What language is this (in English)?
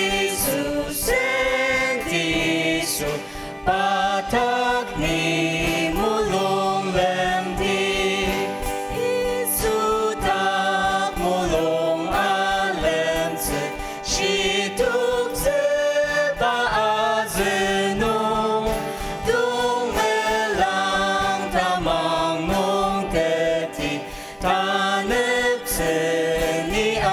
Ao Naga